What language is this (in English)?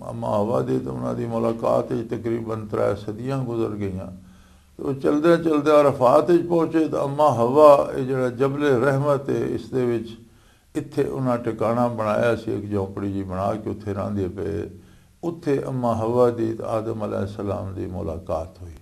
Western Panjabi